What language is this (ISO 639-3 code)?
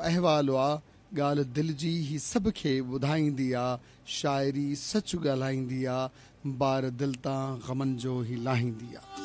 snd